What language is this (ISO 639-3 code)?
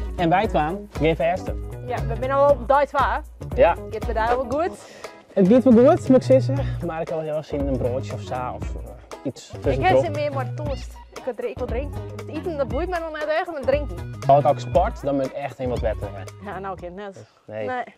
fry